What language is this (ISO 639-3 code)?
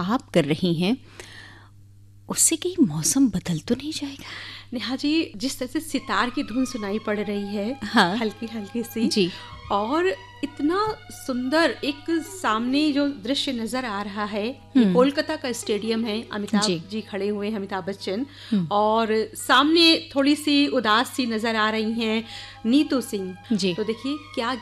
hin